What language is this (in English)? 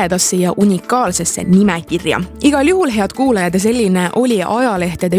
Estonian